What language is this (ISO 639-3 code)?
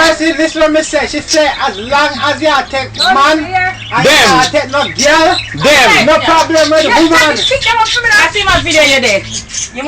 jam